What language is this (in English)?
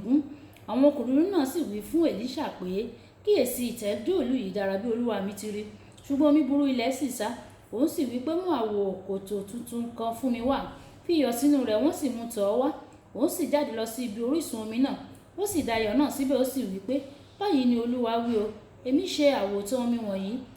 Yoruba